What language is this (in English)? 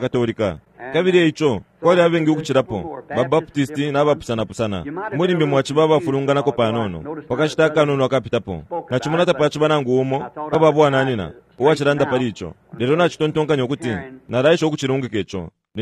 Bemba